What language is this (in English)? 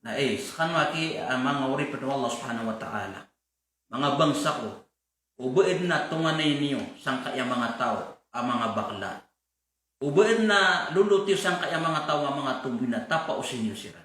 Maranao